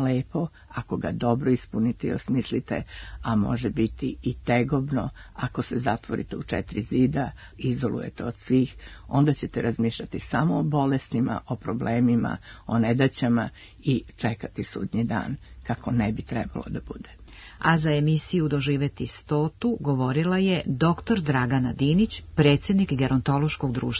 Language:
Serbian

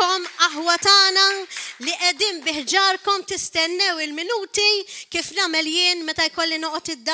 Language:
Maltese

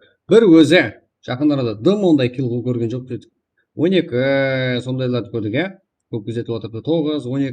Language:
Kara-Kalpak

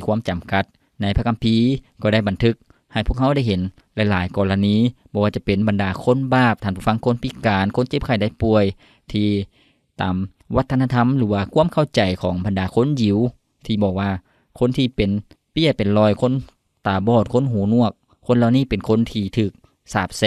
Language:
Lao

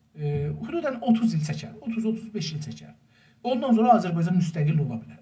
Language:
South Azerbaijani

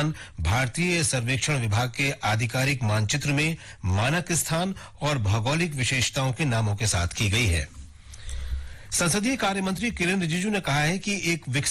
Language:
Hindi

